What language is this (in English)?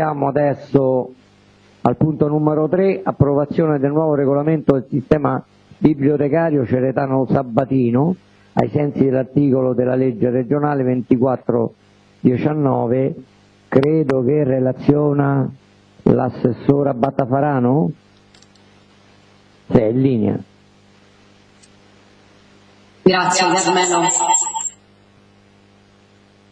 Italian